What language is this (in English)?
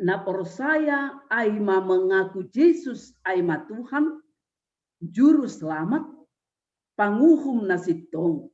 Batak Simalungun